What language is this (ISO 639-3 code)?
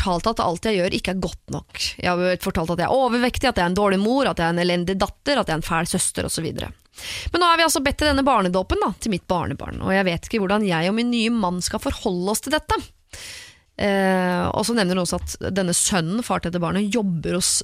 nor